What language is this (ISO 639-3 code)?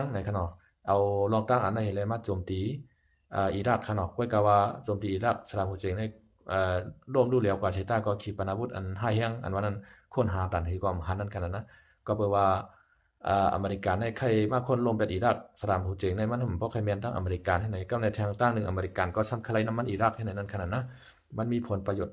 shn